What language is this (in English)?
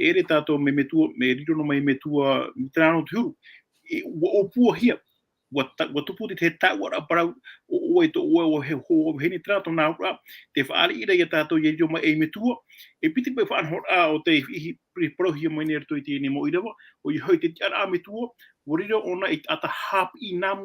Tahitian